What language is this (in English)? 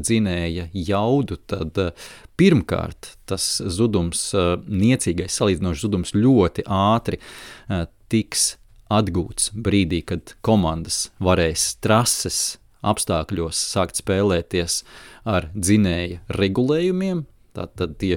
Latvian